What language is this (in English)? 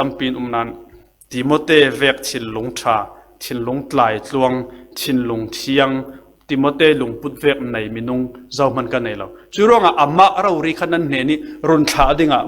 Falam Chin